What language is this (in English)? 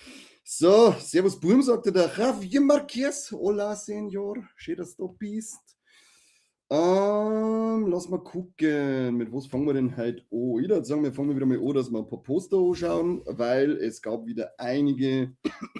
Bavarian